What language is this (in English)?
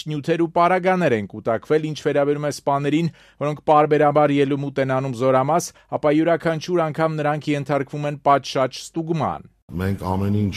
Armenian